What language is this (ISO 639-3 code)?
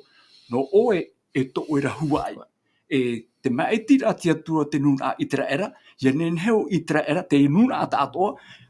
tah